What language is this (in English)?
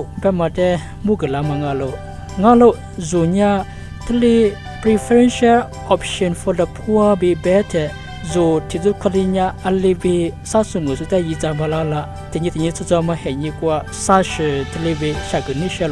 Lisu